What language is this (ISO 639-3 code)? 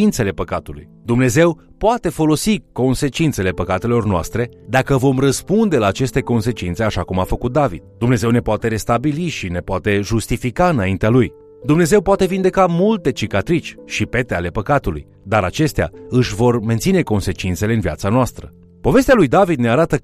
ron